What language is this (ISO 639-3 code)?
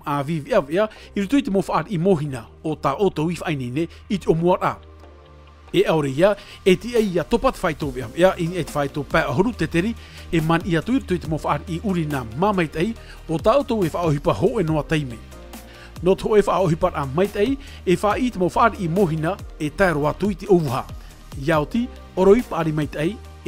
tah